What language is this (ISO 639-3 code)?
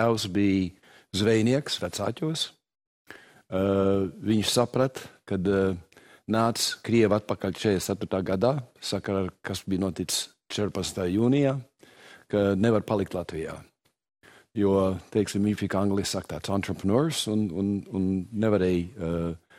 lav